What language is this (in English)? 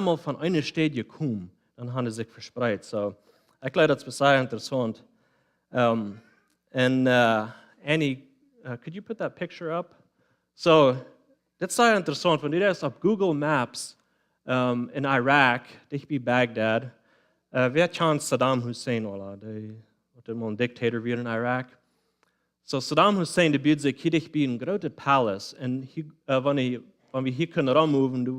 Plautdietsch